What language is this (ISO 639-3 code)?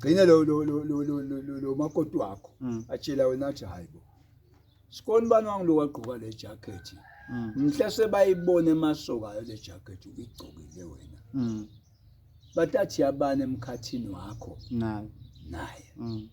zul